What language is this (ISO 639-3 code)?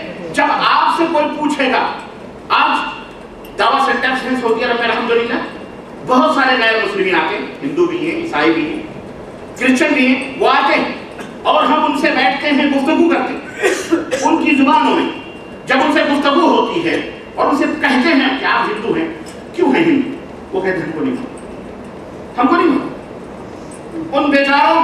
urd